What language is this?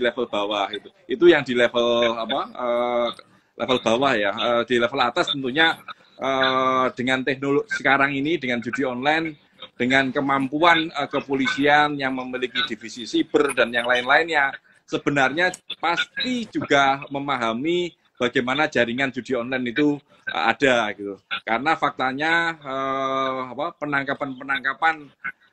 Indonesian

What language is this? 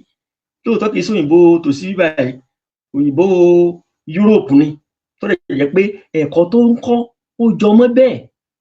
Yoruba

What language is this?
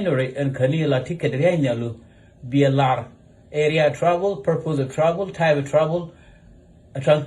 Nuer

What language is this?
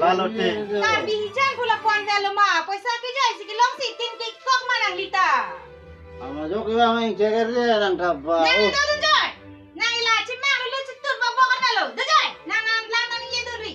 Karbi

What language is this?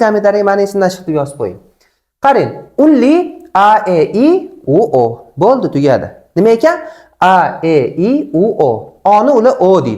Uzbek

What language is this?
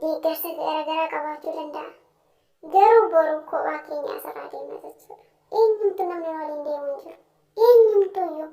Oromo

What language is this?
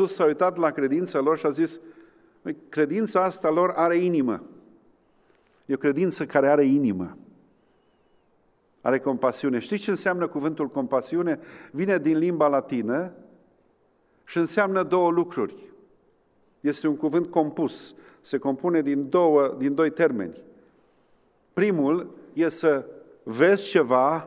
Romanian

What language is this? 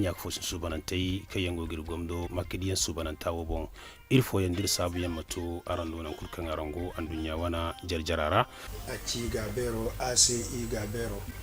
Zarma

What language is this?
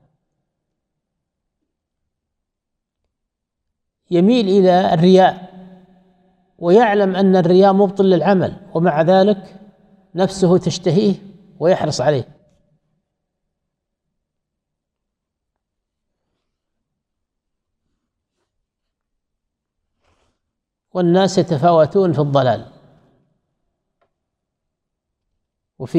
Arabic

